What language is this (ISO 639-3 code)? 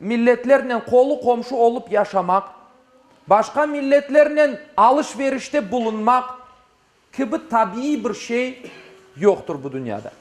crh